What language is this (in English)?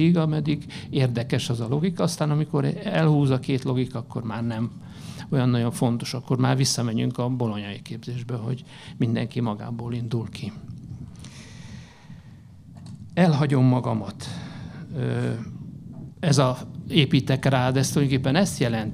Hungarian